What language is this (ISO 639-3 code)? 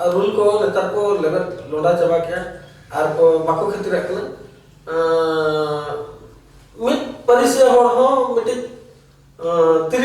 sat